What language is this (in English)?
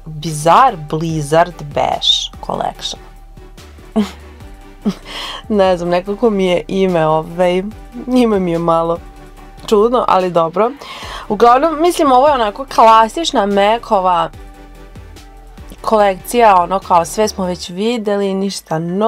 Croatian